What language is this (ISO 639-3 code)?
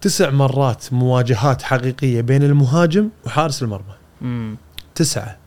afb